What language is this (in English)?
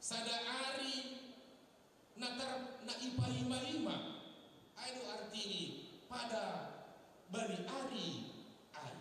Batak Simalungun